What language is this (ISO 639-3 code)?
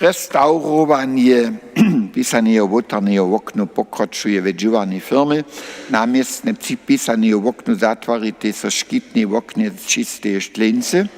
hsb